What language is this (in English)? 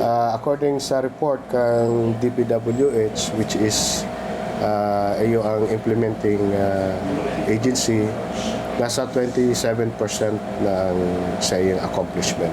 Bikol